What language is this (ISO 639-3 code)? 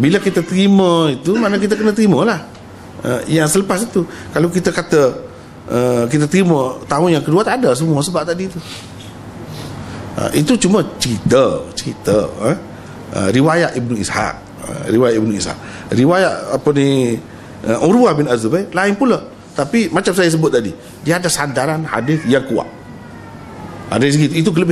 msa